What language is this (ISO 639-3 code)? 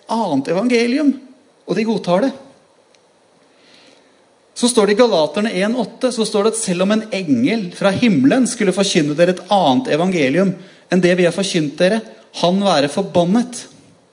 nor